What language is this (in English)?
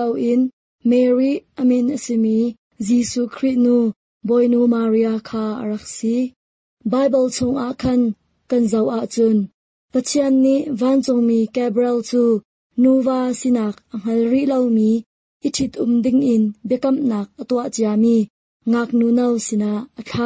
Hakha Chin